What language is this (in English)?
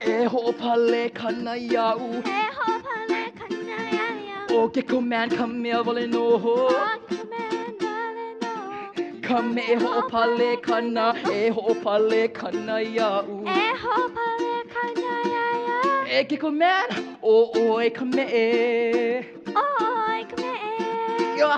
Hawaiian